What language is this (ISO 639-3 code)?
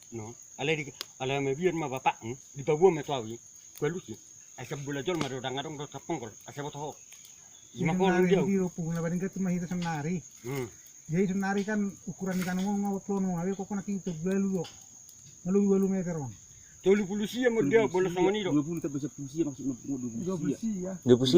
bbc